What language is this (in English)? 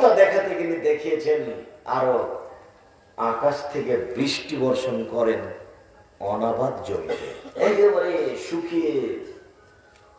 Bangla